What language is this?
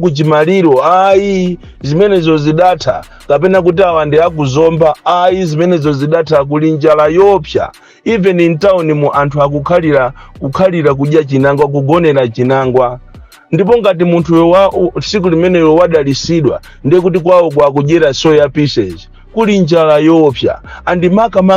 Nyanja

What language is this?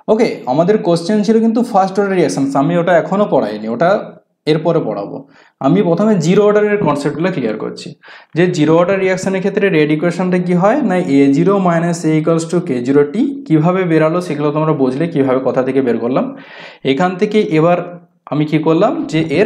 Bangla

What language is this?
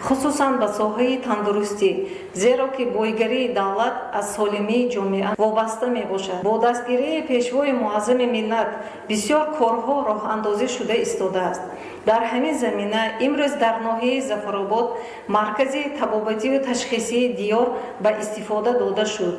Tajik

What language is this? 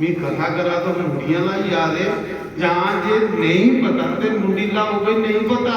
Dogri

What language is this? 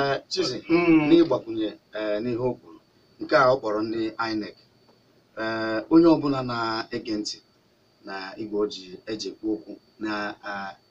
Igbo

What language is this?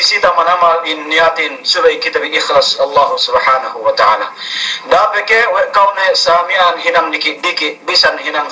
Yakan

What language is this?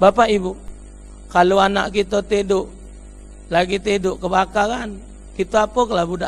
Musi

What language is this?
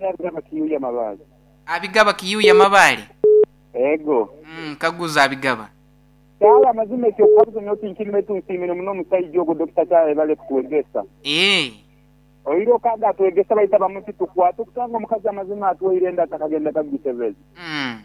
Nyoro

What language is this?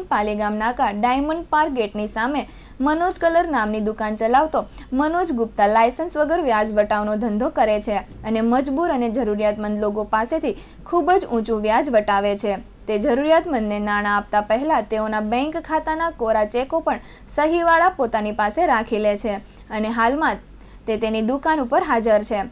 Gujarati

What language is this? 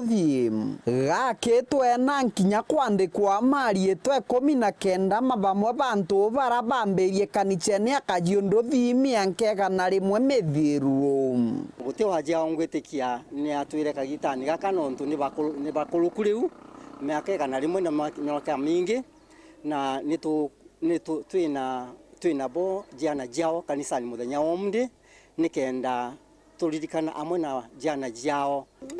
Meru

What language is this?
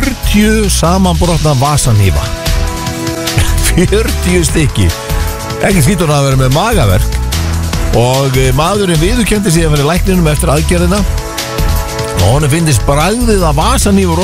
Icelandic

